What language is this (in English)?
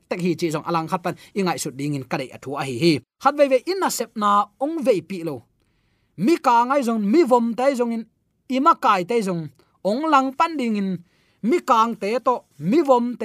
Tedim Chin